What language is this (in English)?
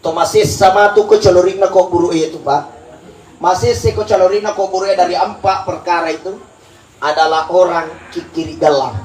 Buginese